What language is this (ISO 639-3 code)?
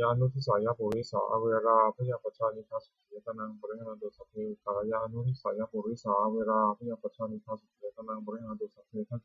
pli